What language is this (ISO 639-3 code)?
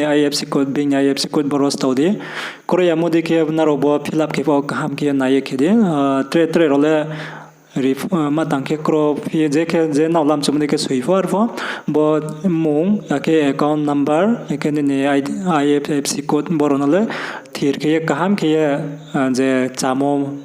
ria